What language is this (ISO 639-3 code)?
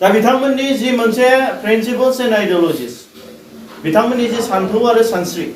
brx